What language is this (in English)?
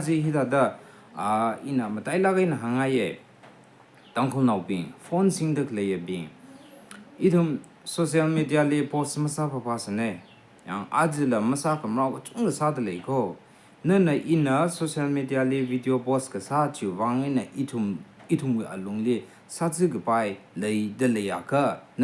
Tangkhul Naga (India)